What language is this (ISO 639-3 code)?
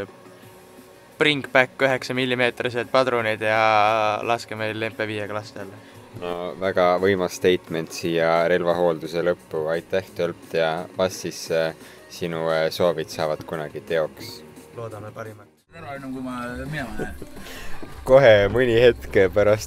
est